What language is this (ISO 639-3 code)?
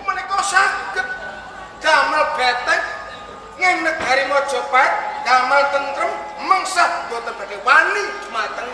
jav